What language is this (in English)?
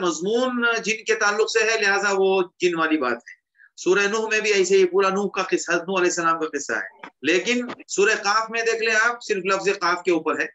Urdu